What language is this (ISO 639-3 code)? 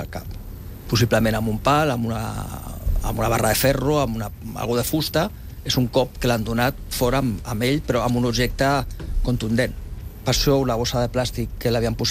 cat